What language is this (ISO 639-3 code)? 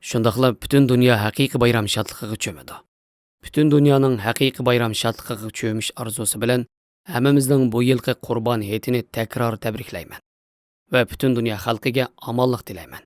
uig